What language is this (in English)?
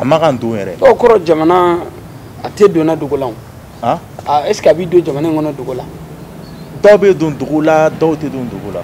Bambara